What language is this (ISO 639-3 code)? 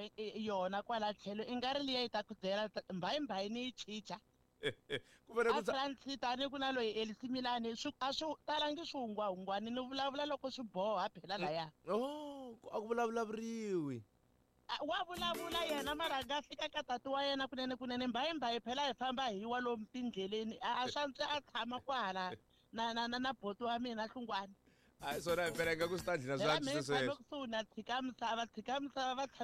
tso